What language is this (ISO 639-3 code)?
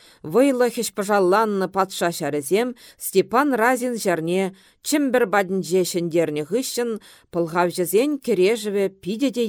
chv